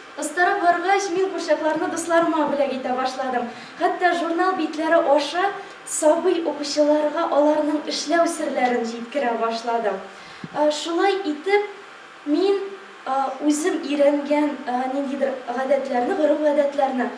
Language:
Tatar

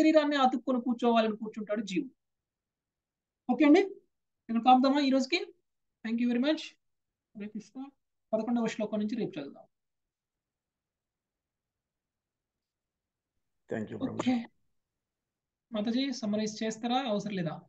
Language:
Telugu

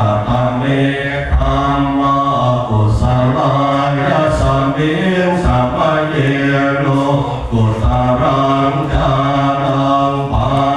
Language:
Pali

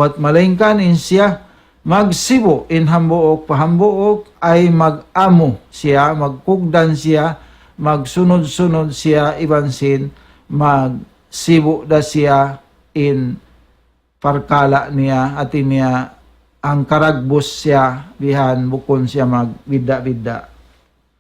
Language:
Tausug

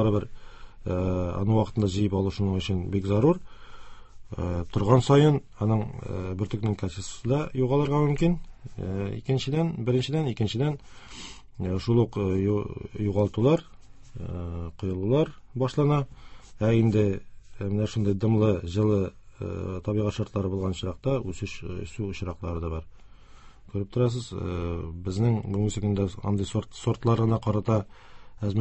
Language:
Tatar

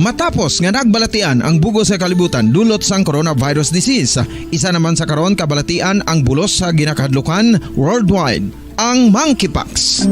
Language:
Hiligaynon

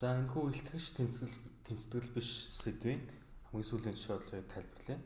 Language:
Mongolian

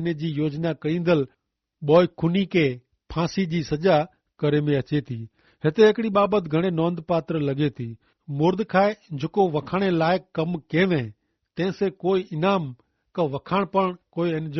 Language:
Kachhi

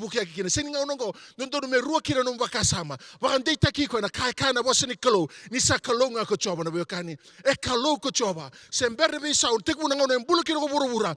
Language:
Fijian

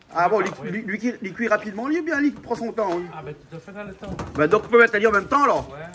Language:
Réunion Creole French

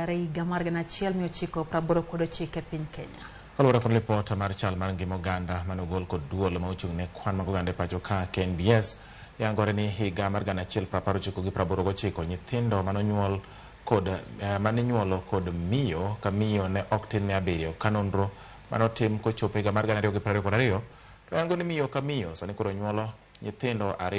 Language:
Luo (Kenya and Tanzania)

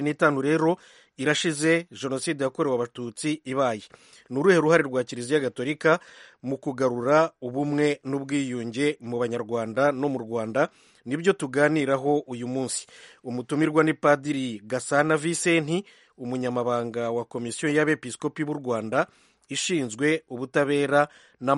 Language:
Kinyarwanda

